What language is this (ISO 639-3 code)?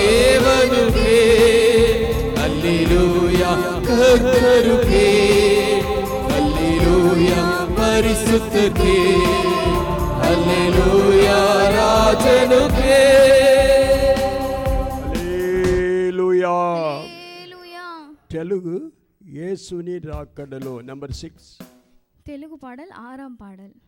tam